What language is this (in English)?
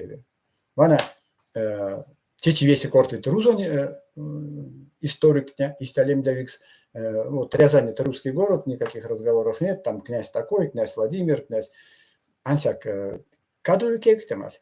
Erzya